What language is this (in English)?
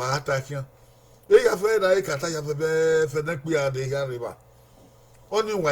Bini